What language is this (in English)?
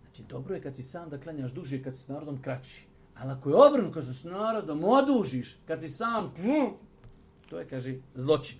Bosnian